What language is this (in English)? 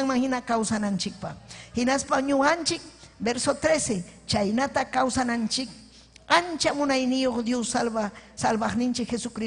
Ayacucho Quechua